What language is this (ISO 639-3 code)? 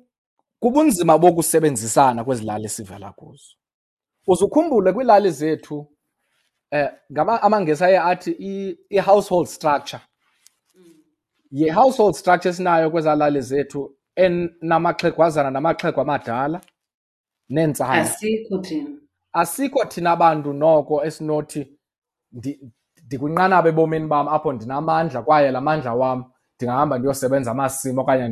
xho